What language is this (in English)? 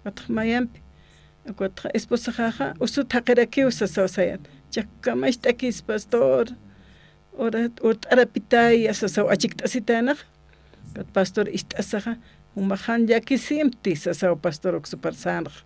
Aymara